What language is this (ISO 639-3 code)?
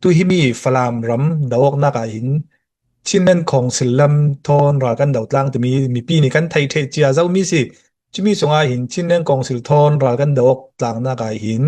cnh